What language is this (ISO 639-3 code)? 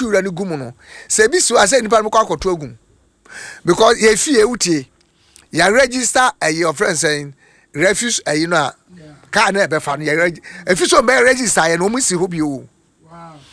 aka